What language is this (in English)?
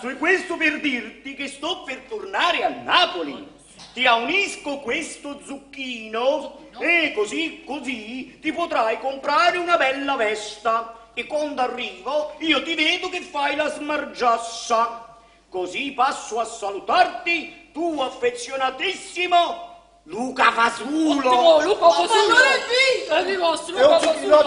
Neapolitan